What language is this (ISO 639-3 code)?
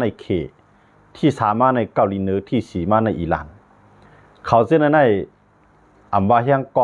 shn